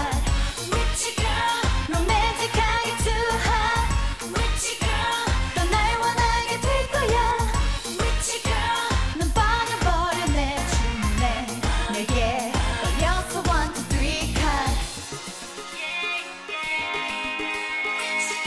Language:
Korean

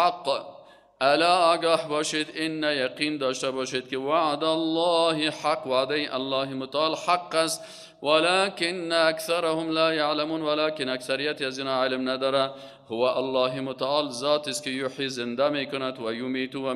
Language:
Persian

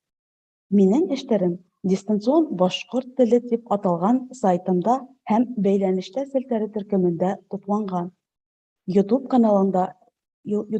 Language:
Bashkir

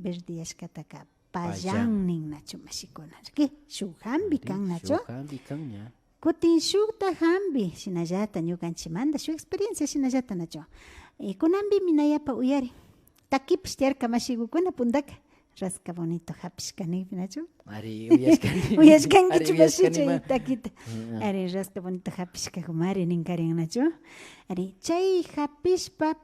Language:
Imbabura Highland Quichua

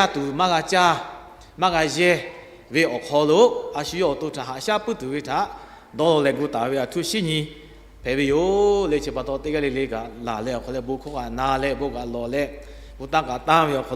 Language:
Lahu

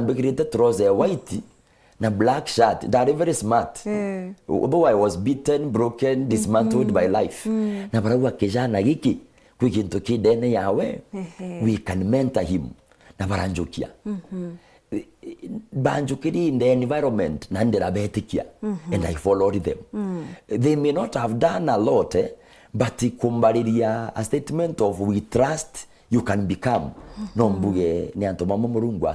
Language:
Meru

